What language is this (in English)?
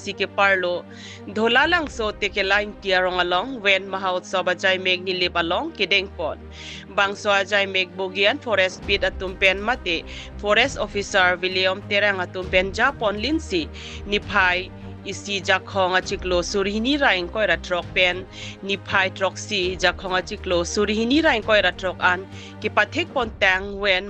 Karbi